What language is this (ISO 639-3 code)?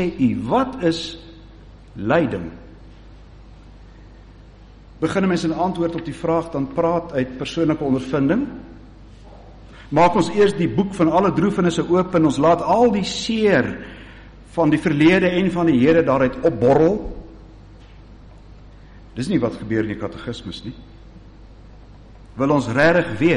afr